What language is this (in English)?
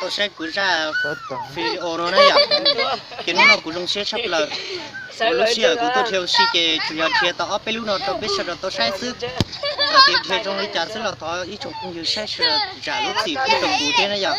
Hmong